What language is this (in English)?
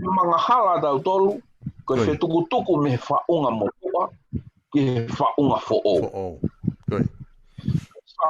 Tongan